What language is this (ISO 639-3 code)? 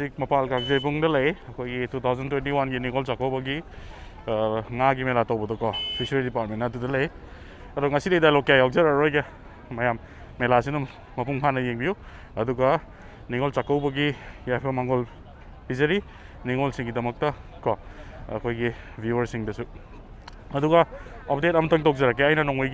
mni